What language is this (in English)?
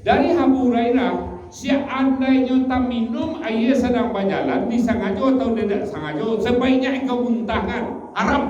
Minangkabau